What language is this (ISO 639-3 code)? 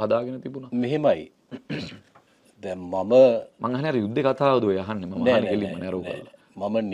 sin